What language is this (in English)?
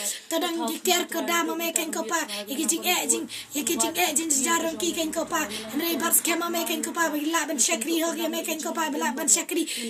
Khasi